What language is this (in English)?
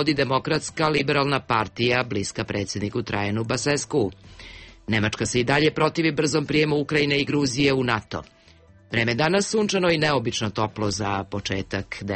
Serbian